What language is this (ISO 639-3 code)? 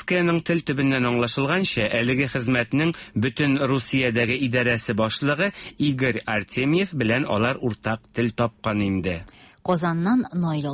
tat